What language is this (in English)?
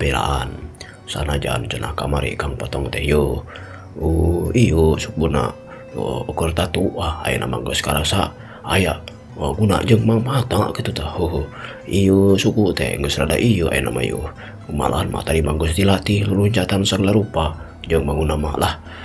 Sundanese